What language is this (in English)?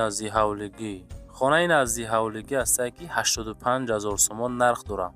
Tajik